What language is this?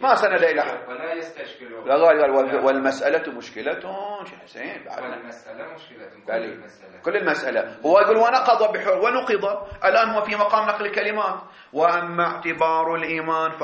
Arabic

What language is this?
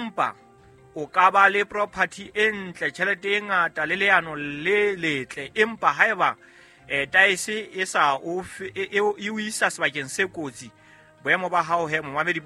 Southern Sotho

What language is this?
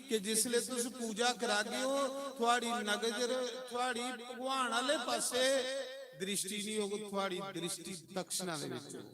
Dogri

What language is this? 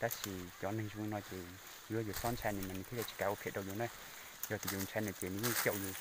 Hmong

